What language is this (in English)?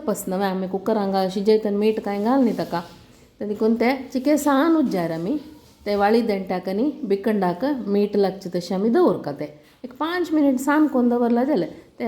Konkani